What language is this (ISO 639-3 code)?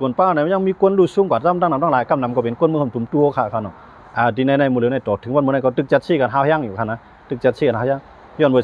shn